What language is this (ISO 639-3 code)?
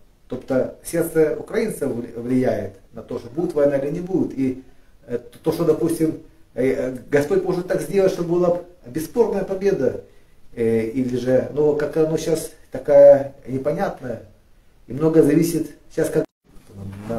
rus